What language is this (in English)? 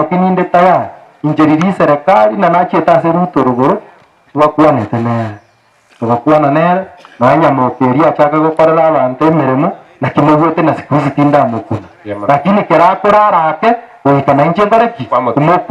Gusii